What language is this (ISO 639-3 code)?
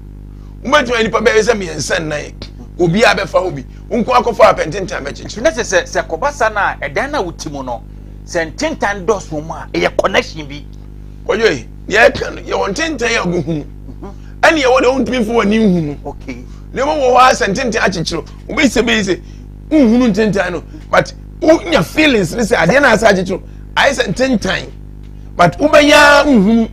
aka